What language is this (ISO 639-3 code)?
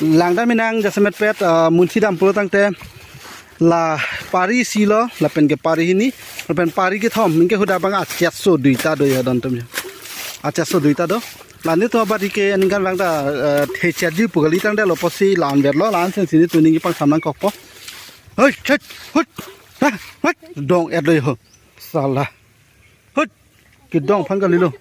mjw